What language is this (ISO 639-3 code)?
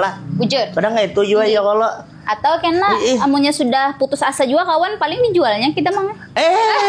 bjn